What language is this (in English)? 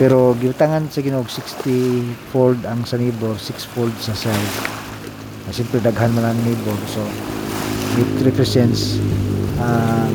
Cebuano